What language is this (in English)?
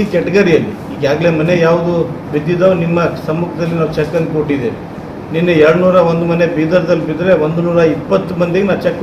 Kannada